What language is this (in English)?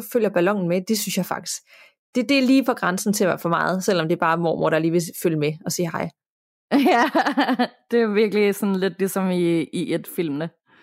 Danish